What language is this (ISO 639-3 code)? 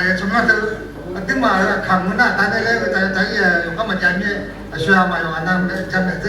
ahk